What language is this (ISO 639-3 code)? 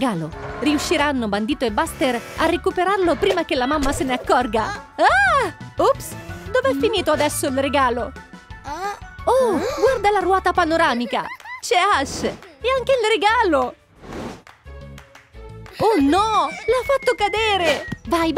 ita